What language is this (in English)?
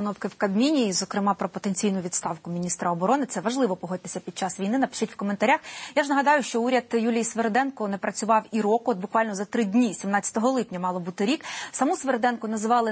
Ukrainian